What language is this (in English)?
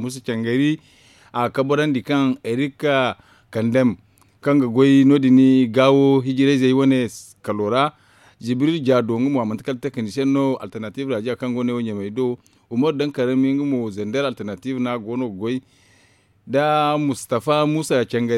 Zarma